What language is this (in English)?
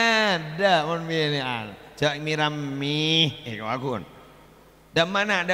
Madurese